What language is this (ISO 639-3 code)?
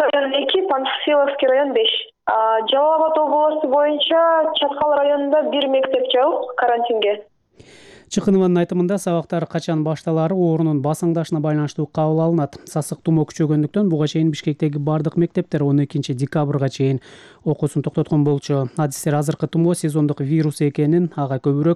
kir